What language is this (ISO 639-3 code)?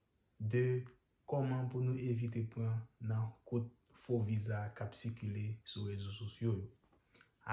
hat